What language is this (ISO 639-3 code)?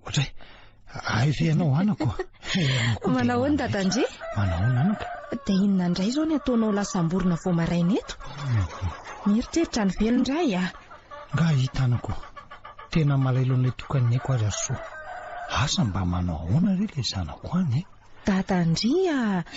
mlg